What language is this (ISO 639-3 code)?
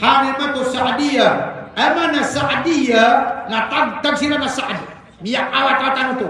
mrw